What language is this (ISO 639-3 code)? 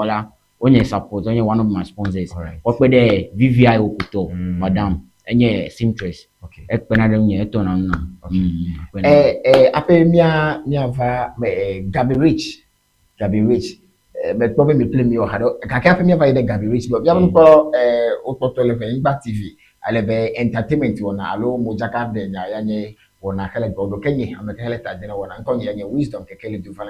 ewe